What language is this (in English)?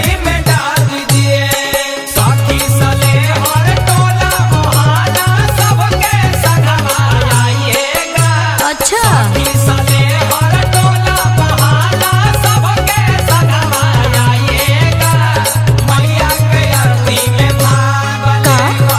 Bhojpuri